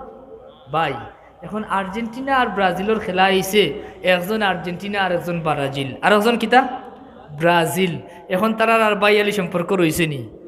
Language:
Sylheti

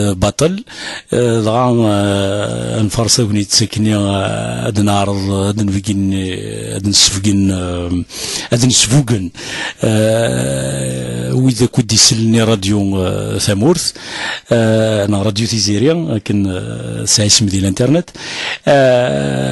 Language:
Kabyle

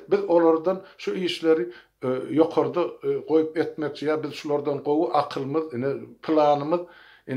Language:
Turkmen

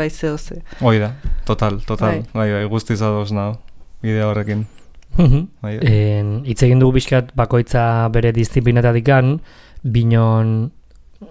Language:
Basque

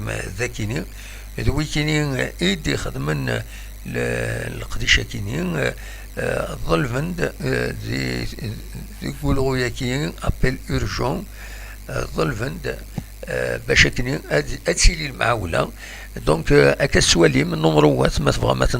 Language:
Kabyle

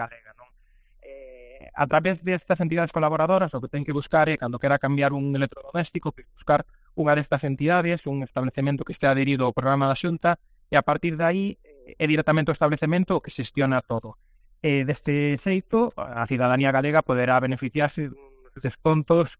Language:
Galician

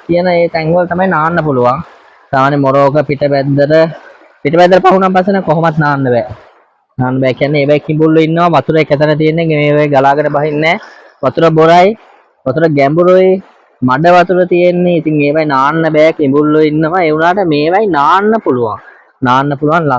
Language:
Sinhala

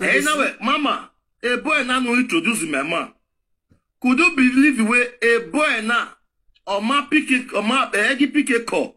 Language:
Nigerian Pidgin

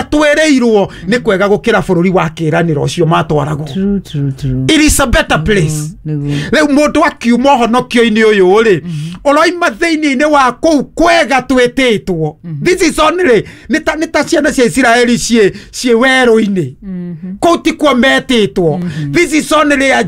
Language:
Kikuyu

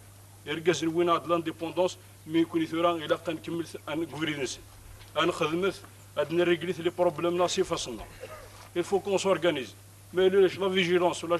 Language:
Kabyle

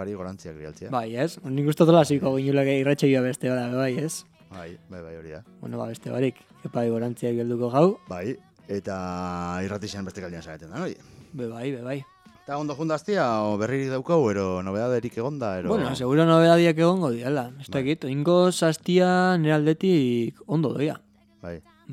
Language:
Basque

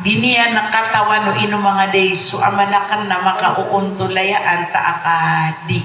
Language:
Maranao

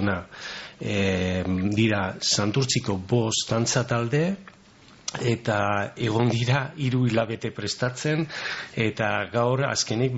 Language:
Basque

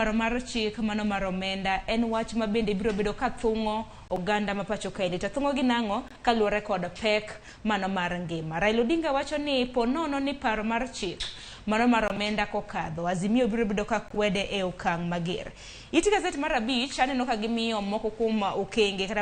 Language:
Luo (Kenya and Tanzania)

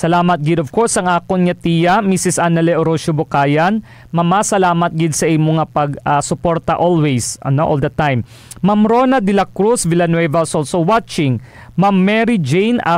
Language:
Hiligaynon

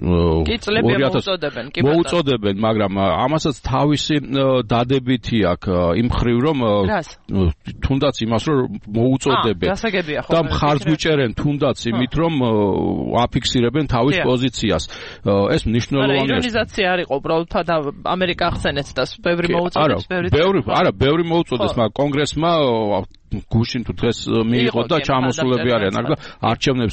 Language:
Georgian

